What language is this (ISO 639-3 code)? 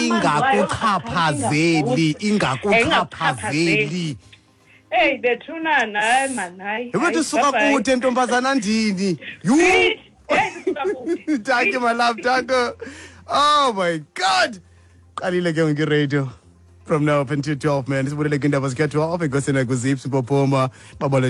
xho